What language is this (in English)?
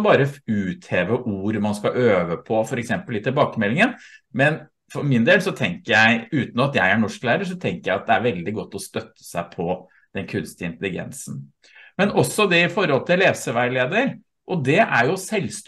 Norwegian